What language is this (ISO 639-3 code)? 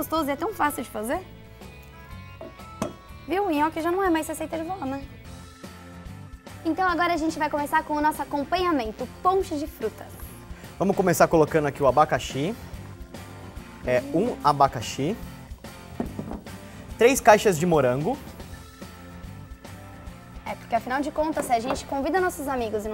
por